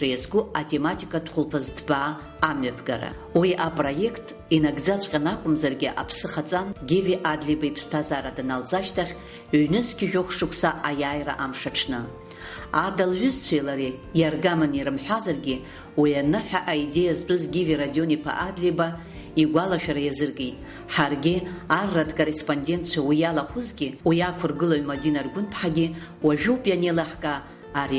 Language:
Abkhazian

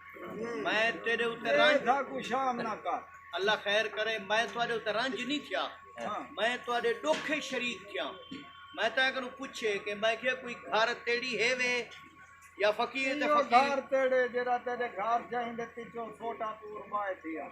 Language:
Saraiki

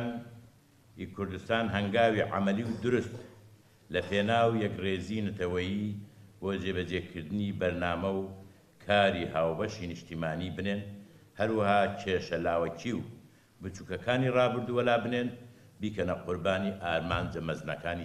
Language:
Central Kurdish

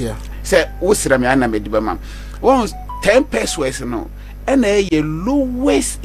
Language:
Akan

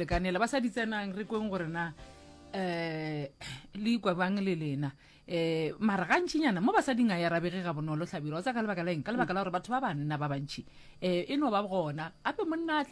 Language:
Northern Sotho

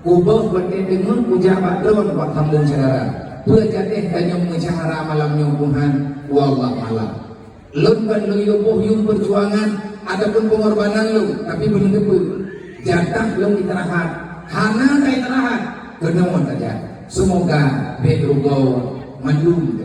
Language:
Achinese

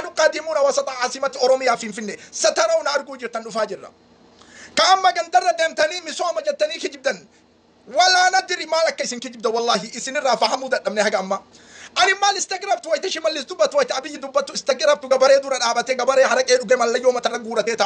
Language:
Oromo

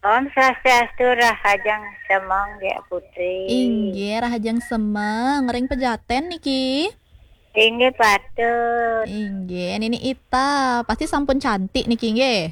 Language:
Balinese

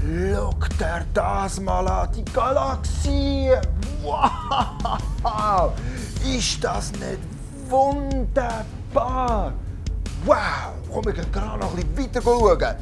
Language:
Swiss German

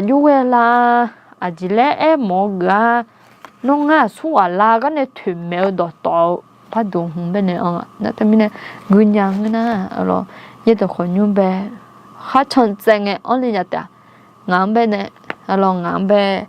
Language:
Akha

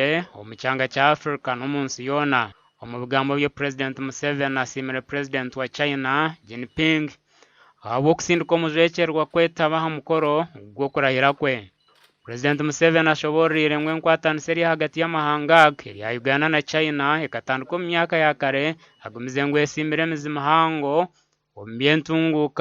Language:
Nyankole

